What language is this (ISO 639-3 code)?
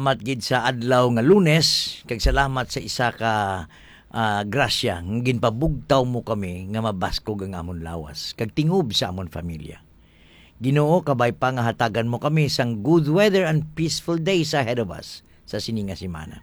hil